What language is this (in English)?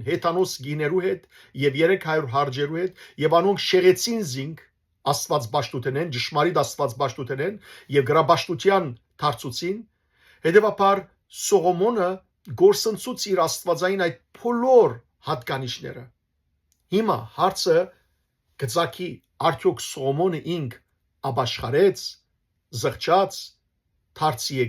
Western Armenian